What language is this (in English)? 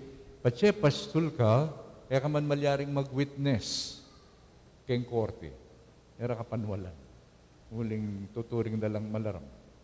Pampanga